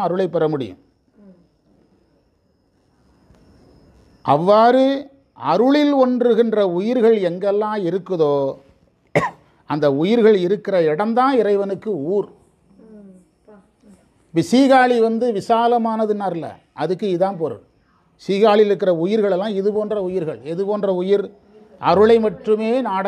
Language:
Tamil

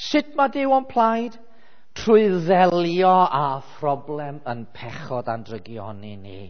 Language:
Welsh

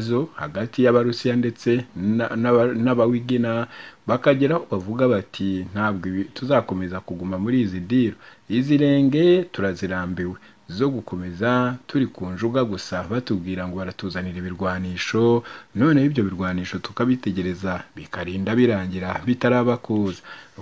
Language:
Kinyarwanda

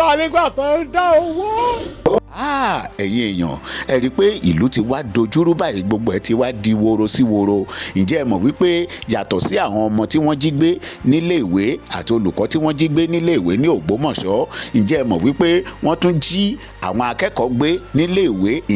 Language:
Yoruba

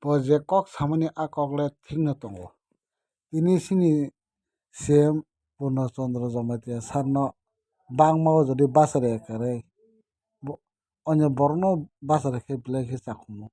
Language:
Kok Borok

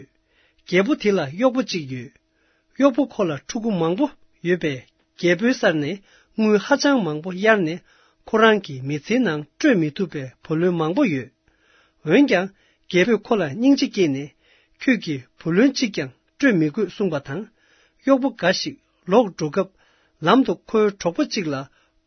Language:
Tibetan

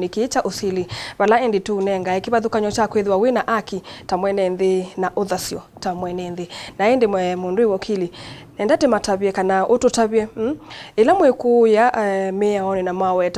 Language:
Kamba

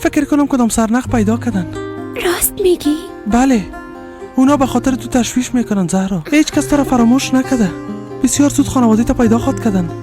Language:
Persian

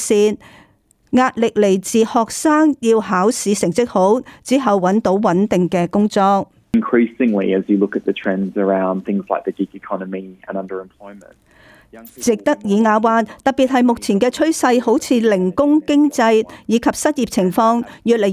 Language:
Cantonese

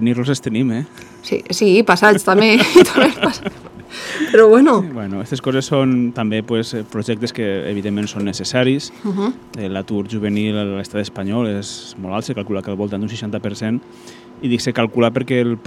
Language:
Catalan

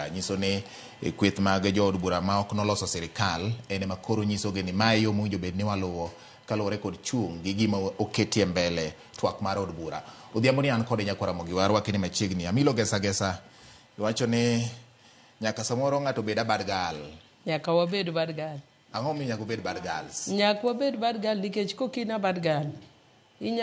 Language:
Luo (Kenya and Tanzania)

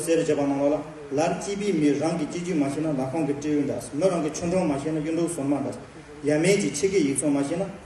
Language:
Tibetan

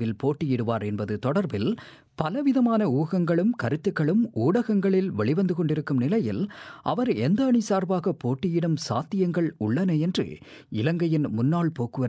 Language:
Tamil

